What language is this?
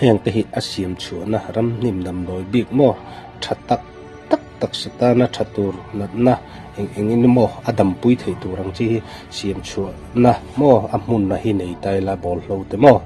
Mizo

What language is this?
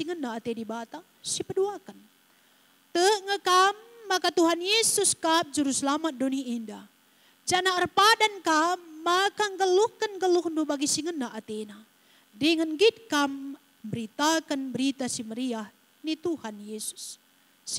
Batak Karo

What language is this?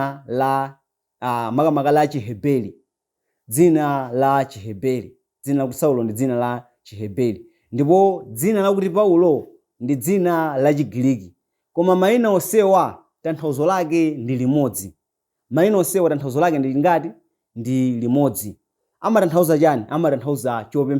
Nyanja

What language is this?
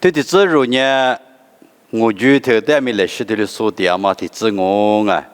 Lisu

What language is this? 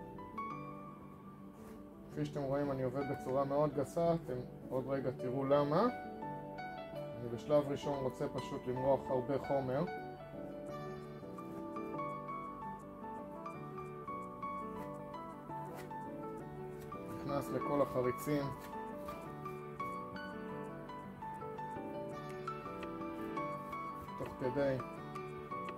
Hebrew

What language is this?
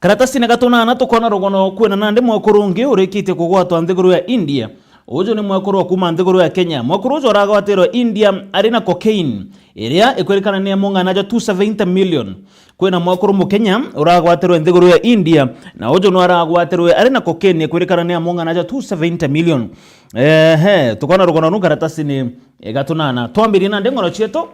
Meru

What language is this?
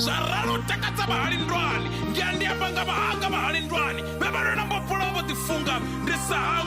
Venda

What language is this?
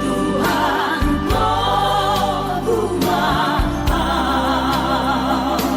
Batak Toba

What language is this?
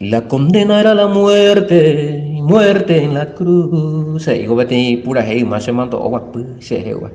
Guarani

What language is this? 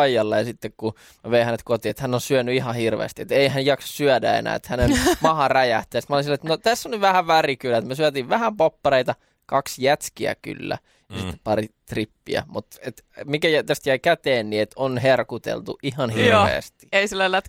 Finnish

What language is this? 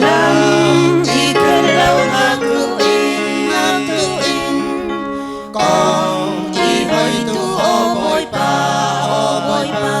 Falam Chin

